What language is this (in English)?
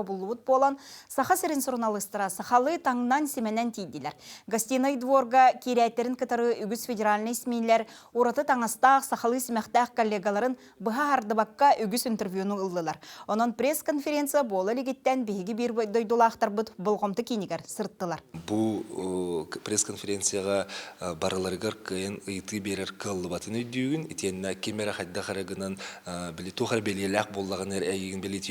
Yakut